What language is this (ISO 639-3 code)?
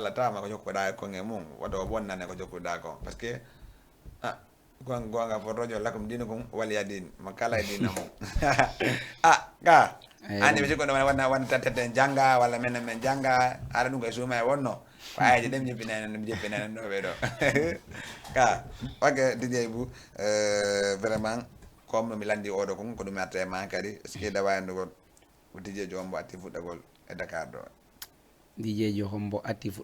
ful